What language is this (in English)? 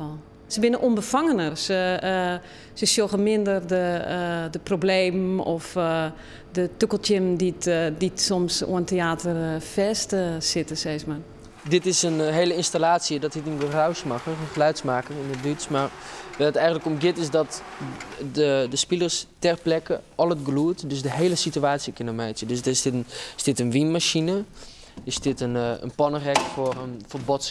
Western Frisian